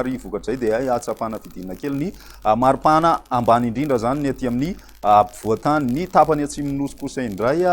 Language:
Malagasy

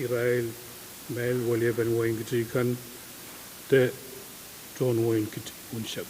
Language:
Pohnpeian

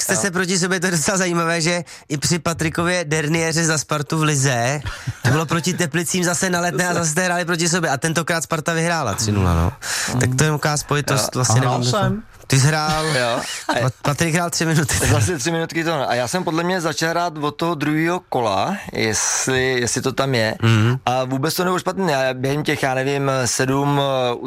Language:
Czech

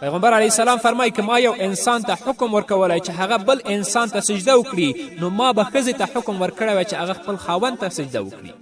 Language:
Pashto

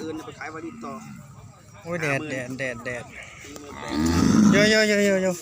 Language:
Northeastern Thai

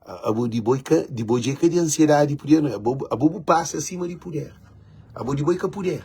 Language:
Kabuverdianu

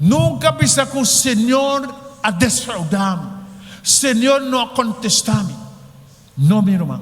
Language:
Papiamento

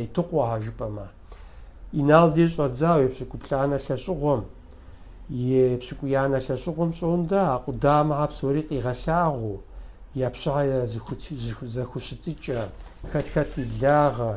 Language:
Kabardian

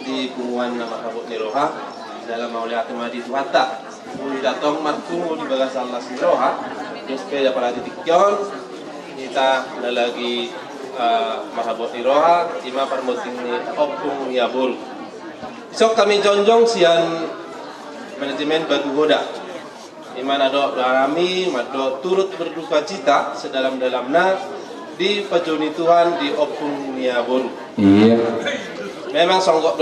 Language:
Batak Toba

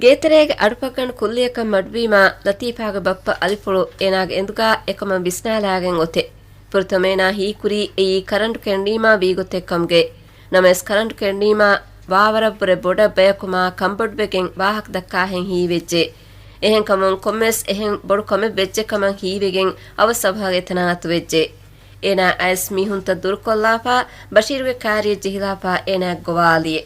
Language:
Divehi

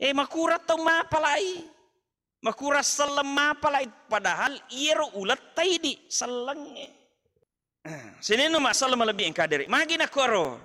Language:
Buginese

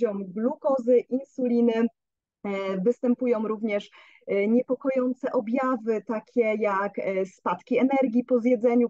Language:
Polish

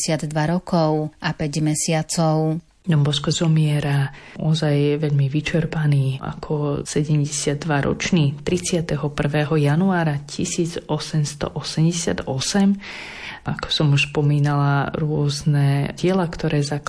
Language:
Slovak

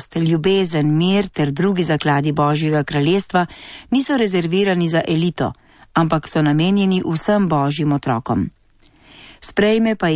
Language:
Slovenian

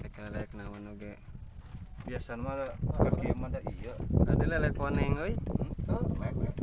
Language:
Sundanese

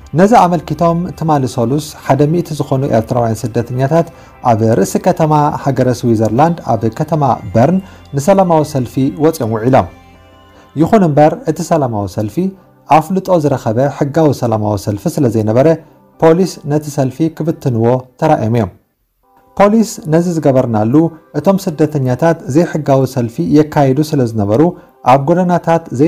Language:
Tigrinya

